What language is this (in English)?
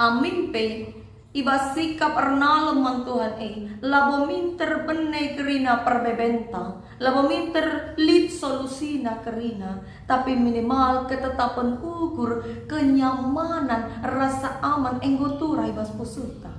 Batak Karo